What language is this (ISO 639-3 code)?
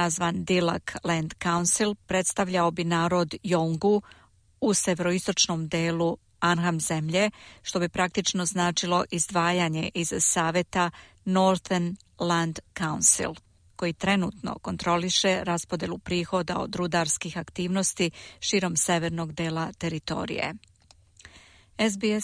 srp